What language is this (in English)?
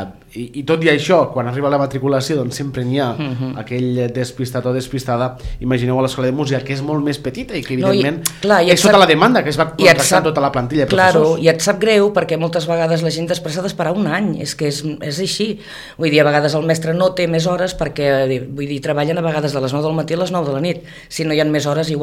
Catalan